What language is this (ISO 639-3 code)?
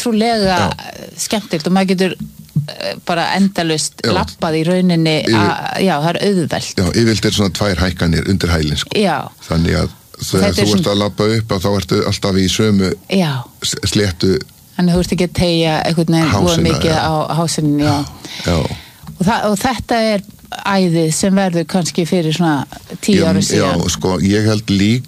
isl